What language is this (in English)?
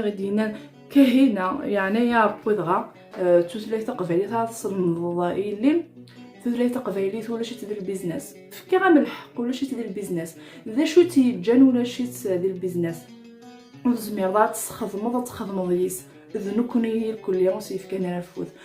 Kabyle